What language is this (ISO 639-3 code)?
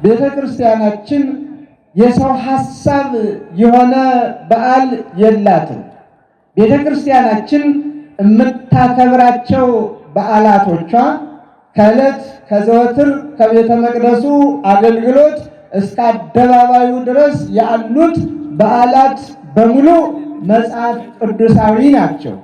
amh